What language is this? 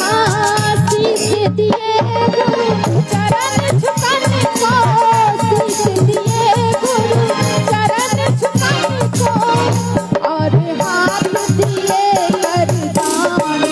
Maithili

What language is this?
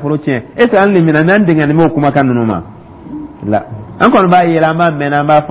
Dyula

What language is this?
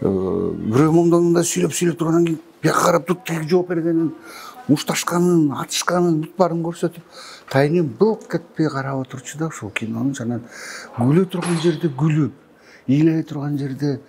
Kyrgyz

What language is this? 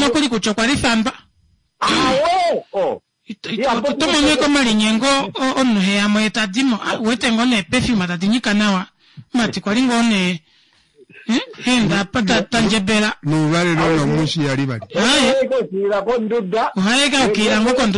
Kuanyama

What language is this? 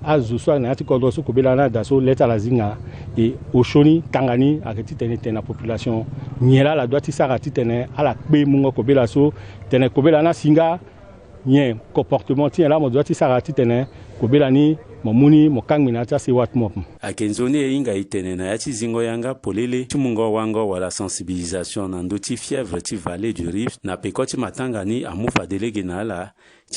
Sango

